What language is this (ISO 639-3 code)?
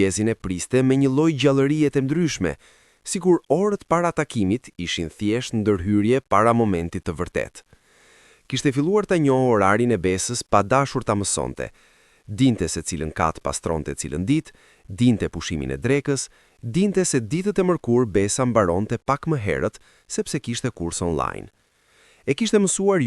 sqi